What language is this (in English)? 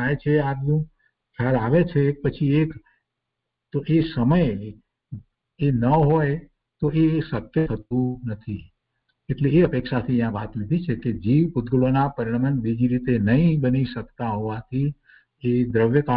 Gujarati